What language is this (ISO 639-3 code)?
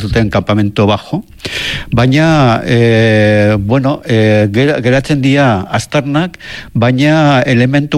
eus